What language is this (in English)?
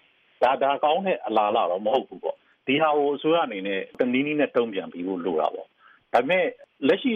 Burmese